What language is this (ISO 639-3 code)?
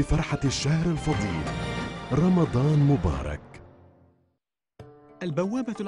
ara